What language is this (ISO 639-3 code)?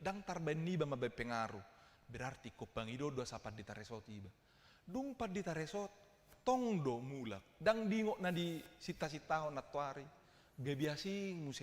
bbc